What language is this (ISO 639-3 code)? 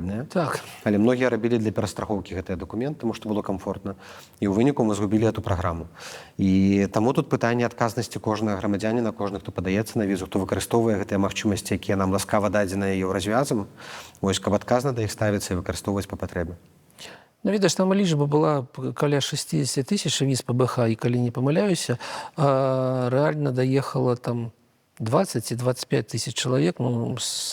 bel